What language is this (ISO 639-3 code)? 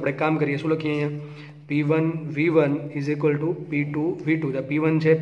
guj